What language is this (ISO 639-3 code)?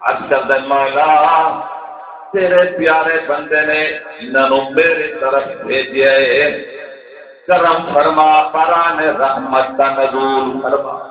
skr